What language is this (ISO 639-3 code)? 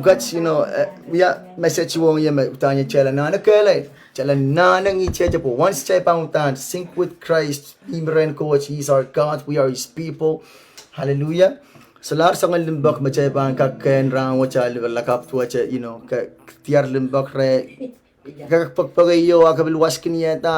pon